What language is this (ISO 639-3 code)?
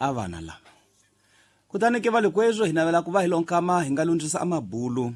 tso